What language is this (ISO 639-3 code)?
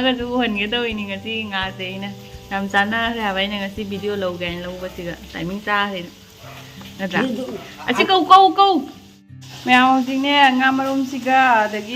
mni